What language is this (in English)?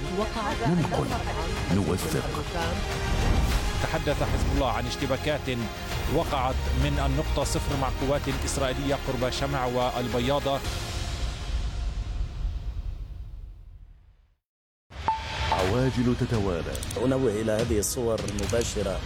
Arabic